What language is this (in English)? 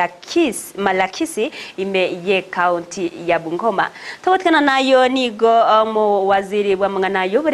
Gusii